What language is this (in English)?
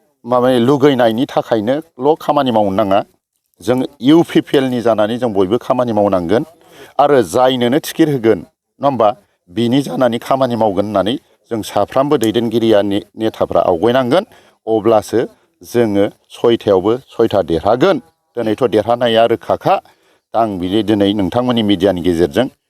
Bodo